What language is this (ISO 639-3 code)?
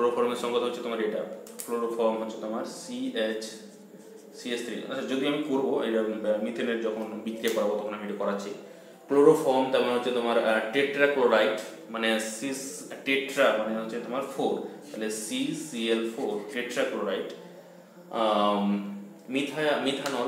ben